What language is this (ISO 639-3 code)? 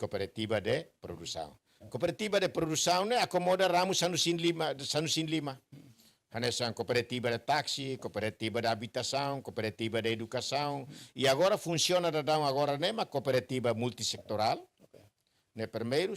tet